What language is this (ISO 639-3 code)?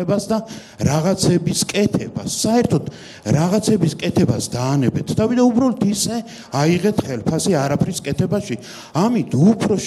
kat